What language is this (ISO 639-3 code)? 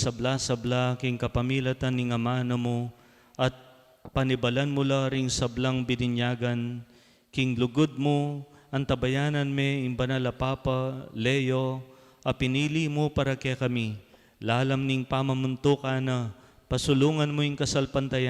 pam